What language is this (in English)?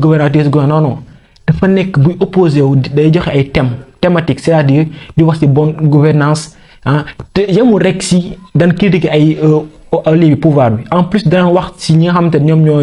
Wolof